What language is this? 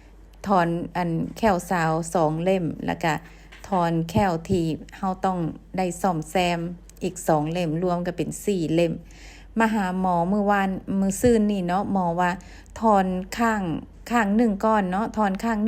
Lao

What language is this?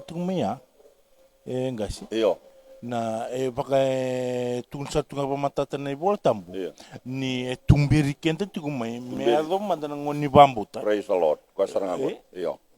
Fijian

